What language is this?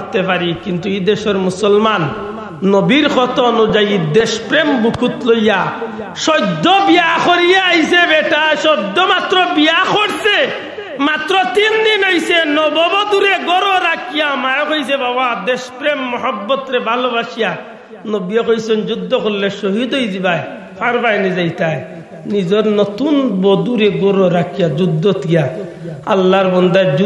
Sylheti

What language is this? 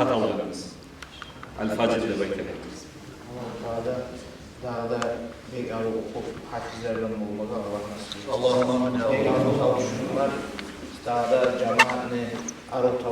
Kumyk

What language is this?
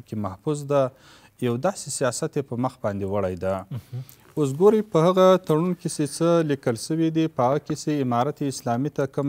Pashto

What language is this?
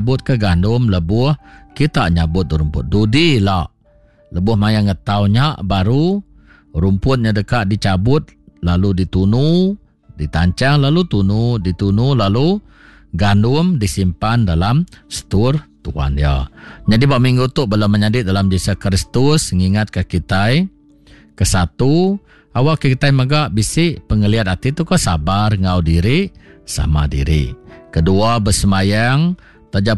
Iban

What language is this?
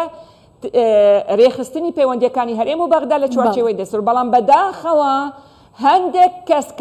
Central Kurdish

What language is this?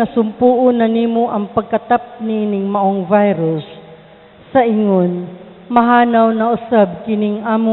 Cebuano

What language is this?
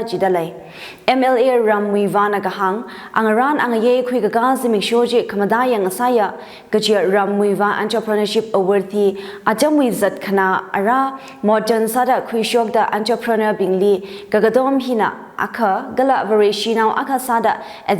Tangkhul Naga (India)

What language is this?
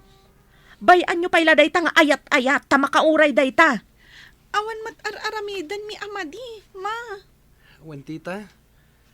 Iloko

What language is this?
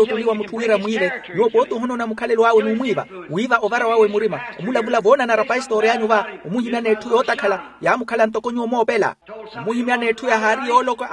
Makhuwa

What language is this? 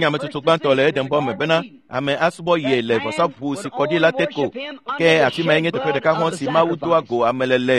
Ewe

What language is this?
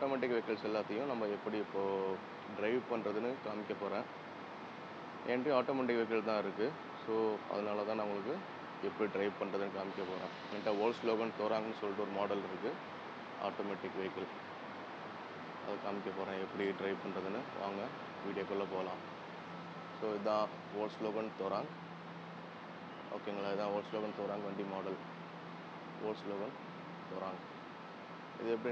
Tamil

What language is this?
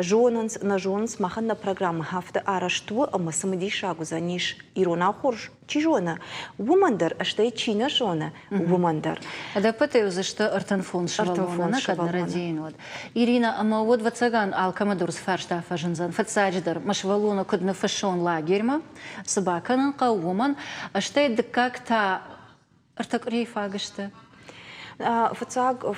Ossetic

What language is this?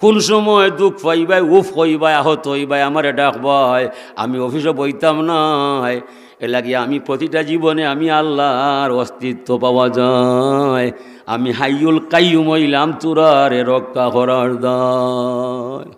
Sylheti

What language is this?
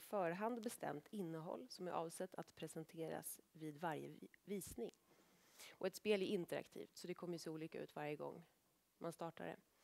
Swedish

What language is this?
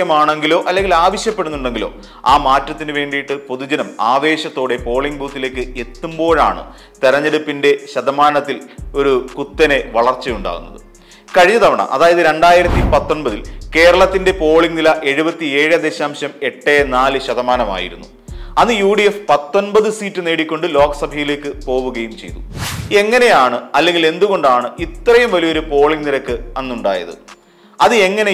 Malayalam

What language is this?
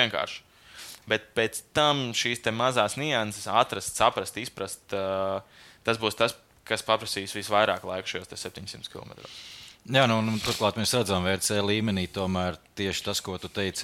Latvian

